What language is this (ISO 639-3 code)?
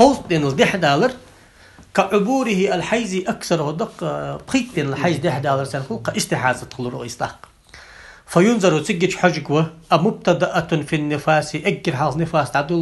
inh